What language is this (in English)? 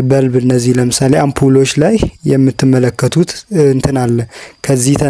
Amharic